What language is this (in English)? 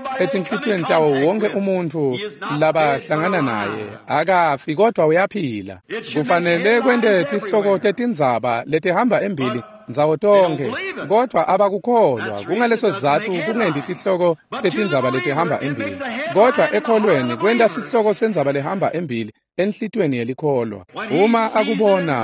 Swati